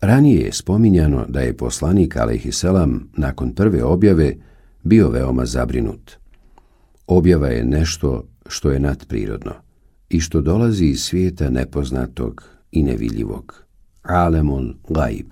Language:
Bosnian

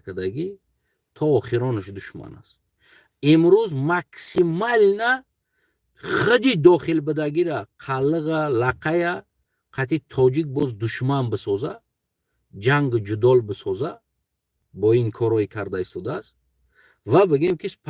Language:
Tajik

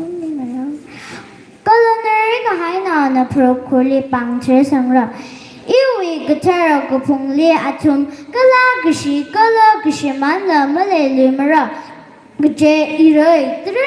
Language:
Tangkhul Naga (India)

